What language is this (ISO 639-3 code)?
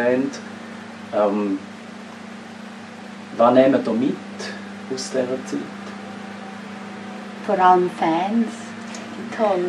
deu